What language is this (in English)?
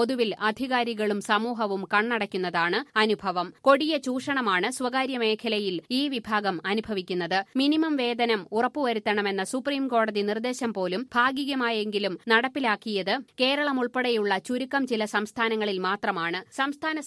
Malayalam